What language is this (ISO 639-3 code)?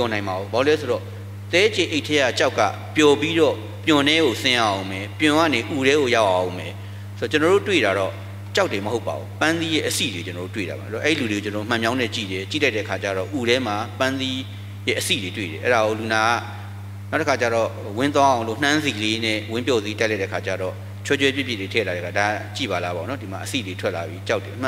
mya